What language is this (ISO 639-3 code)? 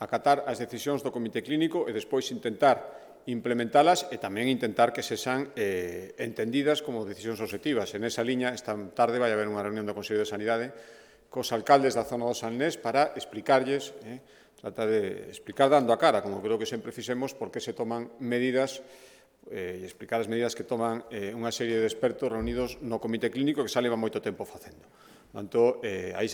glg